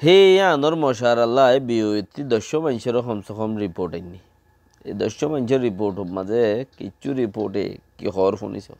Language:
Rohingya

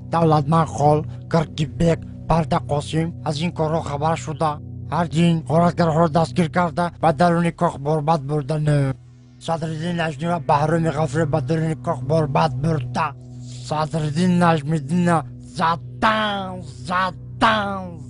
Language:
Tajik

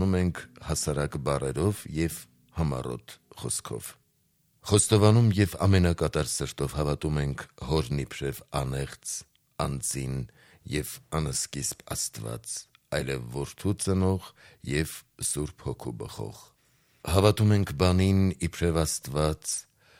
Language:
Armenian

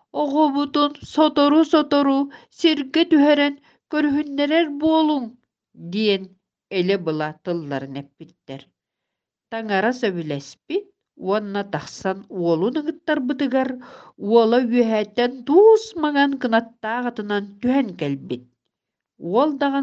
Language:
Yakut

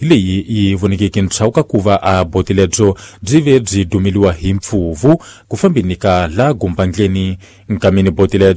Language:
Tsonga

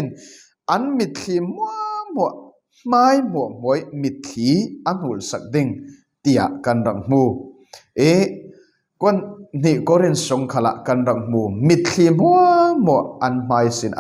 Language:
Falam Chin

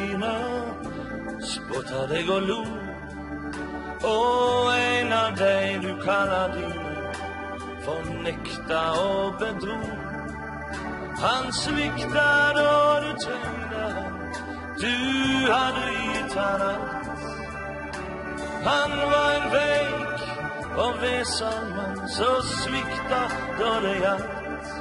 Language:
Norwegian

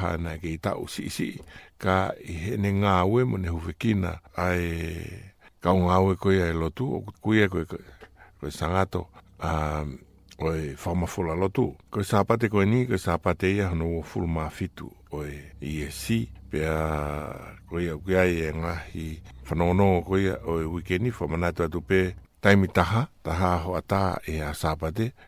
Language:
Tongan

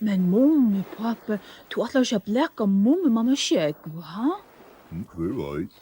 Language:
Faroese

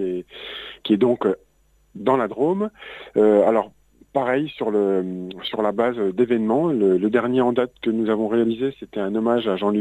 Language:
French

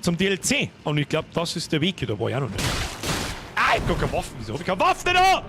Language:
Bavarian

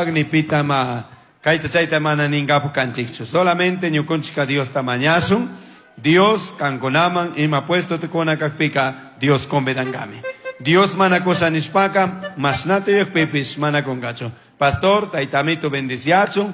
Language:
Chimborazo Highland Quichua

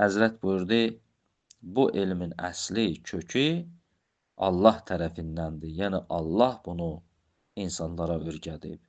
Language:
Azerbaijani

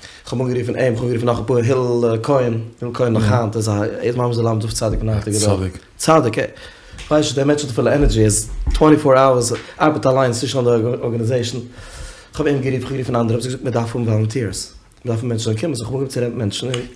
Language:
Yiddish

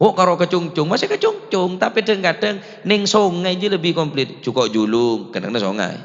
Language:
Madurese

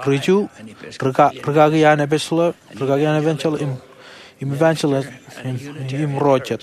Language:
Marshallese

